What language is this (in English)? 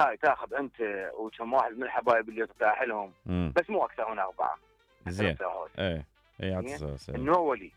Mesopotamian Arabic